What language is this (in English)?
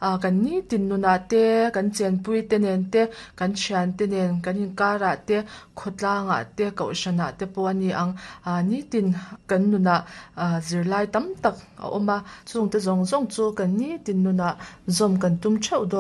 Mizo